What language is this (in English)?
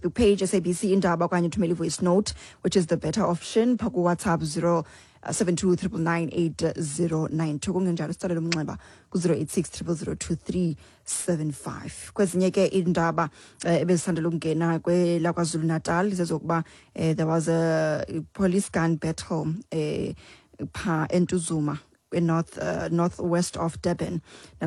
Xhosa